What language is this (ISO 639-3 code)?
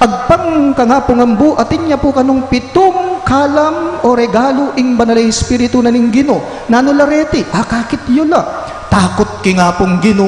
pam